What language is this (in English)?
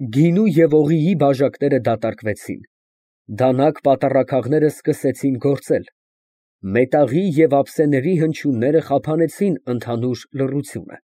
Armenian